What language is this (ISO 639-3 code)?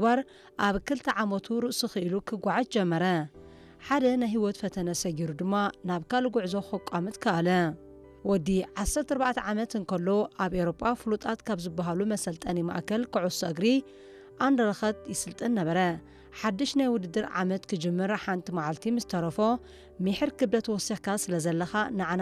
tir